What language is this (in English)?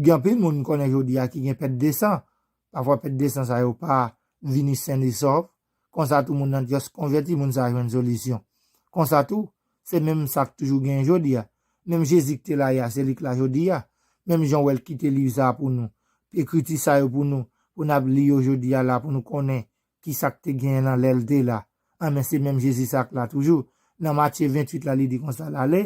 Haitian Creole